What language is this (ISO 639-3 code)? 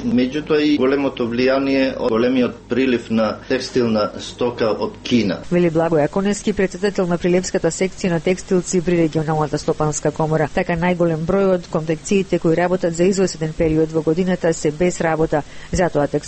mkd